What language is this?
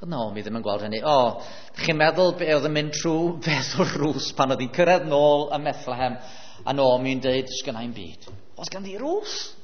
Welsh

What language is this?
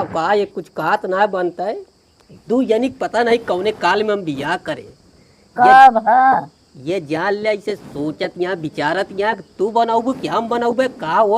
Awadhi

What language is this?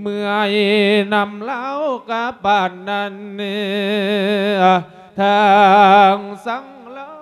Lao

